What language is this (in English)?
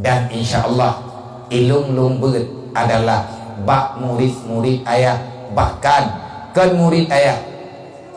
Achinese